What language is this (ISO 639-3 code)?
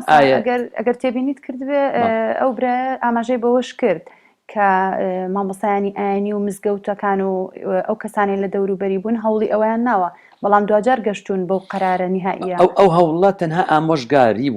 ckb